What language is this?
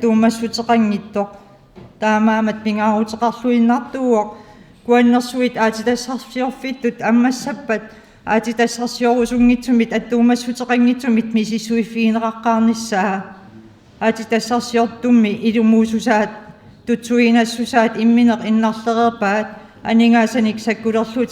Kalaallisut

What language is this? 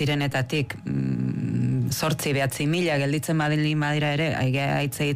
Basque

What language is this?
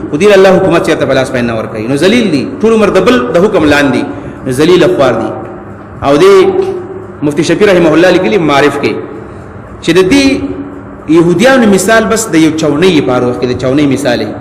Pashto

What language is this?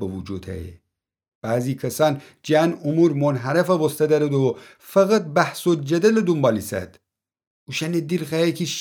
Gilaki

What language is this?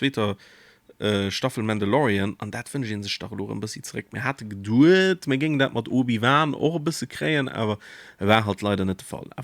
Luxembourgish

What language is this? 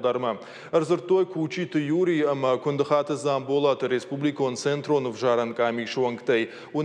Ossetic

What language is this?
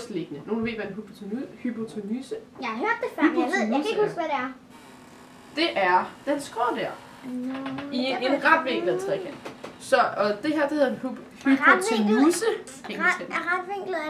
Danish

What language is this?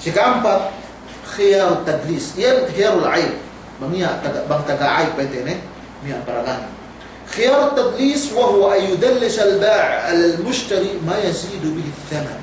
Yakan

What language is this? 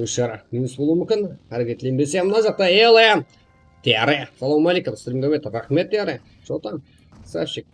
Kara-Kalpak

